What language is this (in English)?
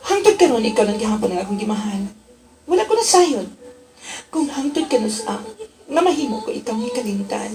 Cebuano